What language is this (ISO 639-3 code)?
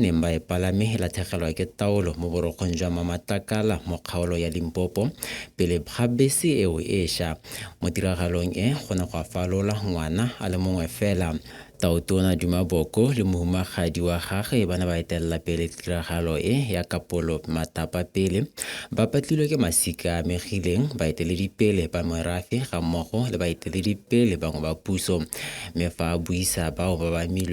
tsn